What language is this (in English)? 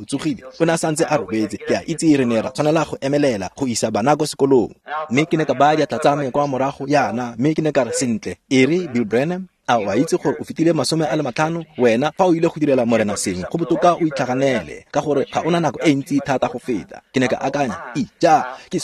Tswana